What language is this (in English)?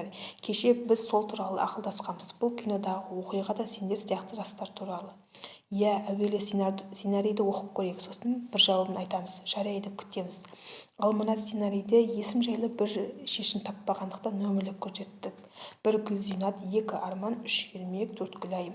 Kazakh